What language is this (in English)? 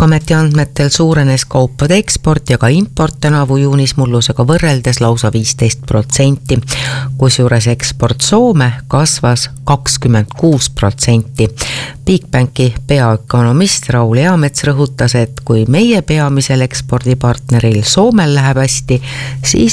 Estonian